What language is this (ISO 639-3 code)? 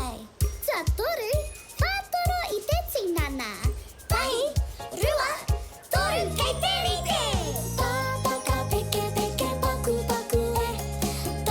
mri